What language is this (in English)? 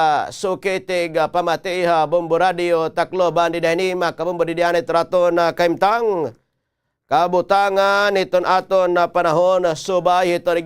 Waray